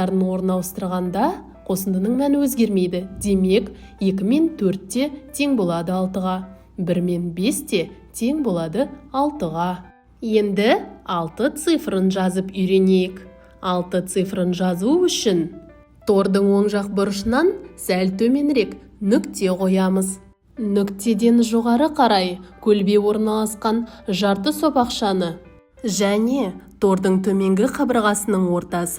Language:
Kazakh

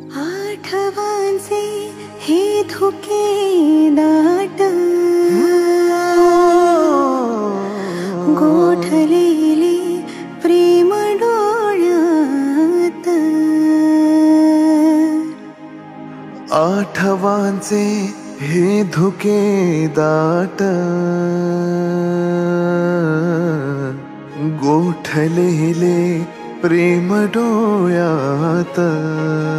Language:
Marathi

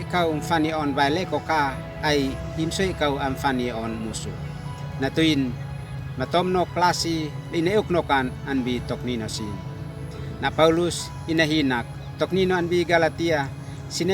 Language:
Uab Meto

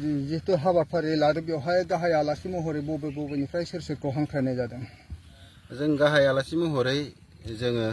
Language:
Bodo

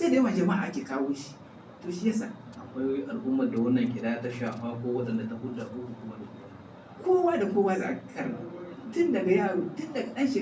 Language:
Hausa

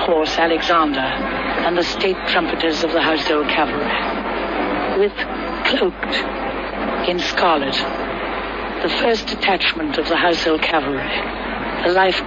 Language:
English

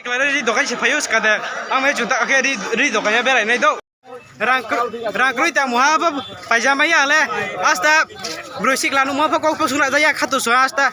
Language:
Riang (India)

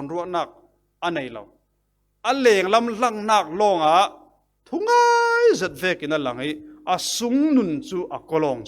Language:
Falam Chin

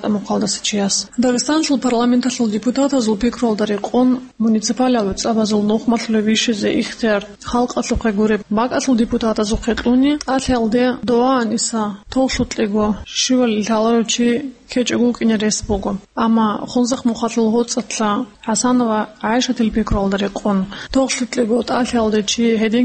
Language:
Avaric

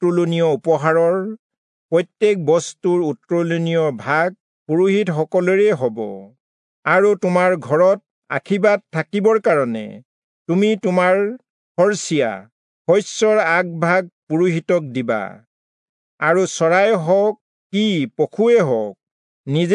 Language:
Assamese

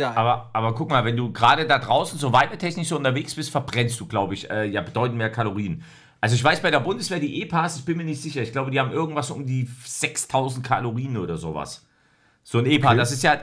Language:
German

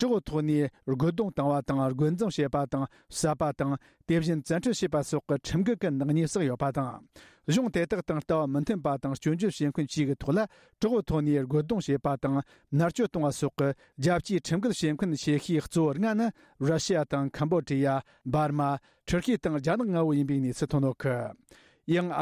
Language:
Tibetan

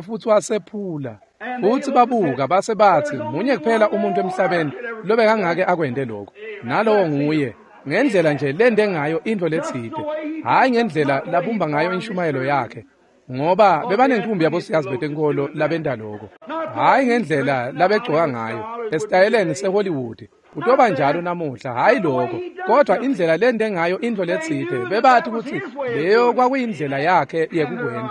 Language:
Swati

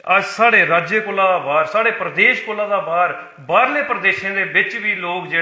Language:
Dogri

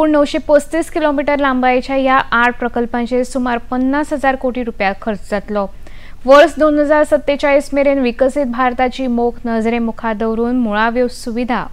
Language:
Konkani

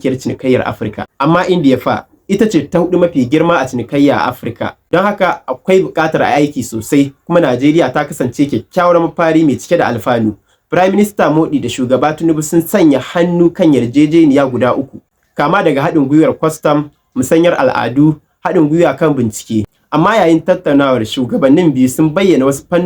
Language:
Hausa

